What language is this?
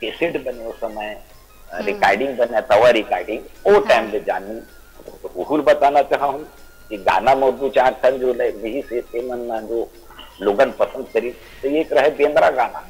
Chhattisgarhi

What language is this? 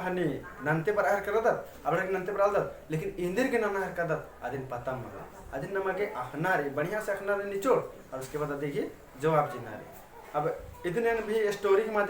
Kurukh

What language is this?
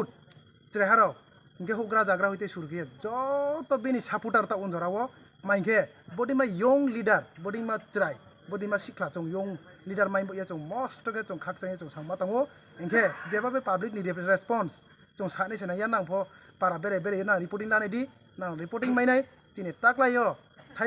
Riang (India)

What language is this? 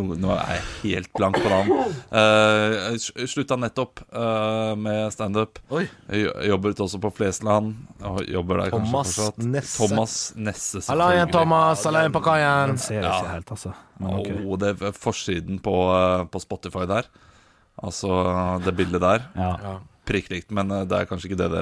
Norwegian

